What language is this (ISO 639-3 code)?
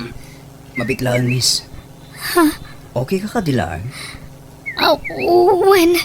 ilo